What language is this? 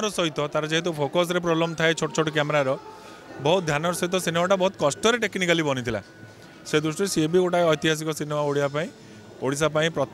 Odia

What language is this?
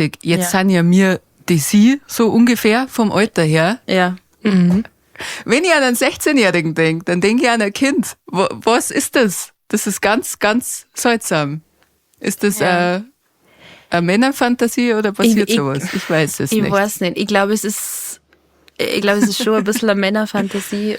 Bavarian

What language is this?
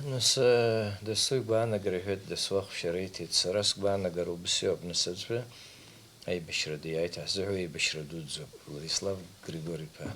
Abkhazian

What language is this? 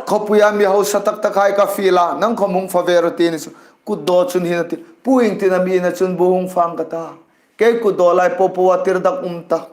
Hmar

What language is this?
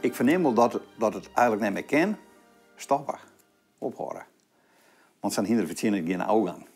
Western Frisian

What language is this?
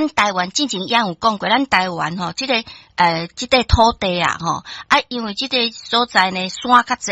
Min Nan Chinese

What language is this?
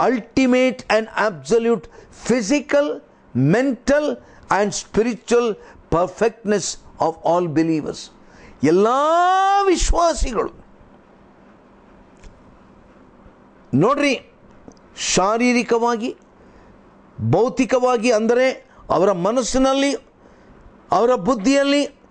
Kannada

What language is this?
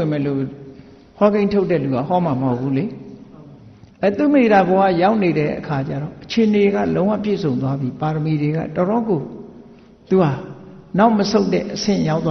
Burmese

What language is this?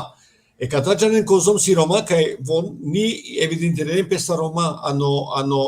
Balkan Romani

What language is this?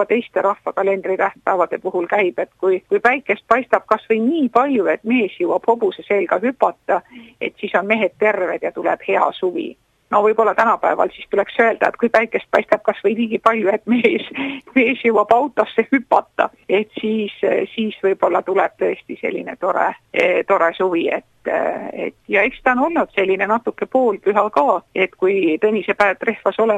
Estonian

